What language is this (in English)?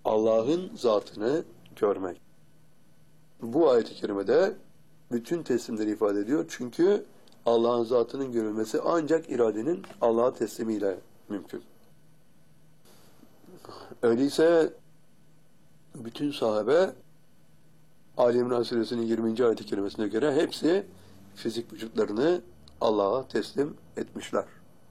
Turkish